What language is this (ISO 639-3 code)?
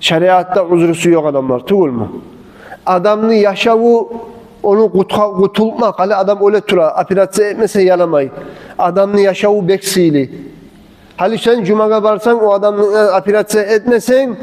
kum